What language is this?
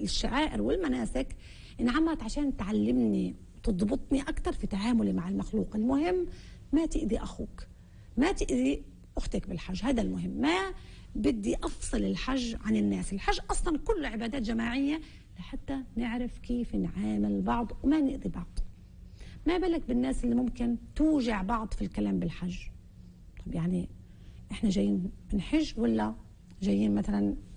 North Levantine Arabic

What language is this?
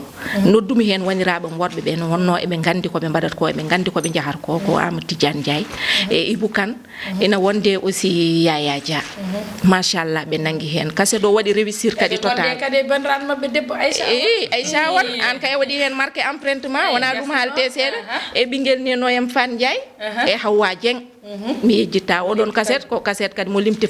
Fula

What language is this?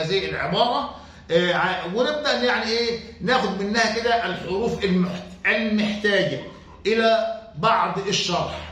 Egyptian Arabic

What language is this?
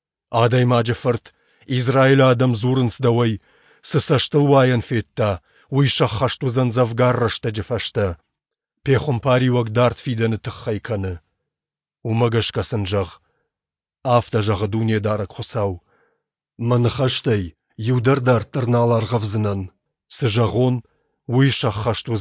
Ossetic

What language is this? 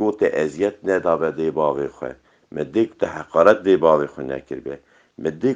Kurdish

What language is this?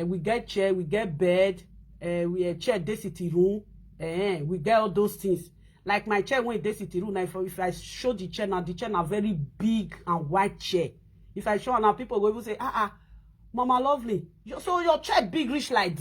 Nigerian Pidgin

